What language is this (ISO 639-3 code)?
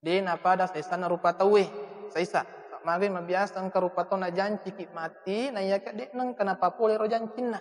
bug